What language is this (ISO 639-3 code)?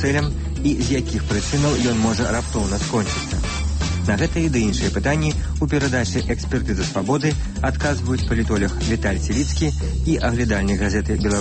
bel